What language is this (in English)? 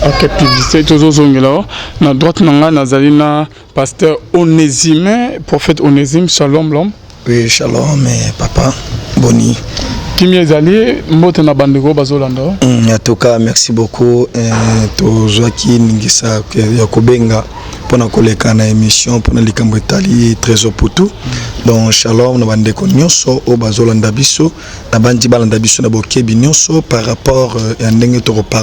Lingala